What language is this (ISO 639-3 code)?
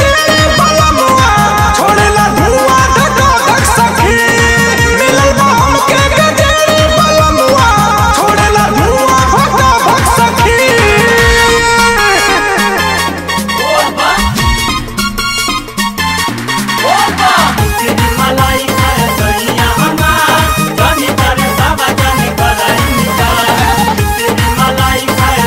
bho